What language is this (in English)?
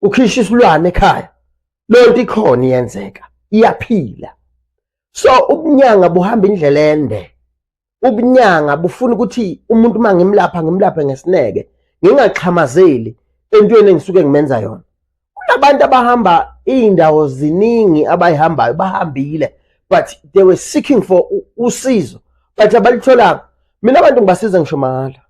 Zulu